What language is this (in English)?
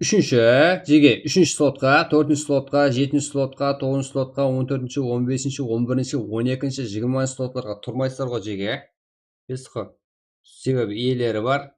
Kara-Kalpak